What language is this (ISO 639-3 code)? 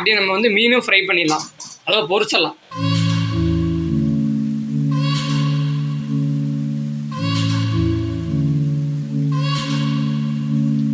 tam